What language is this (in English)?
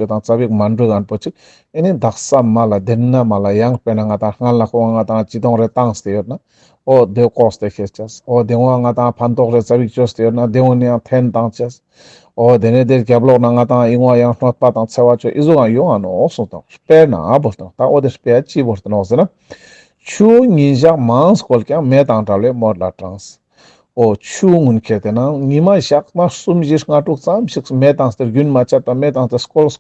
Ladakhi